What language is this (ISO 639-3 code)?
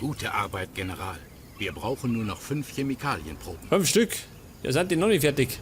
bar